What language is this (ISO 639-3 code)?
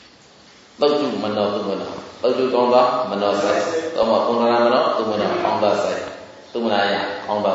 mya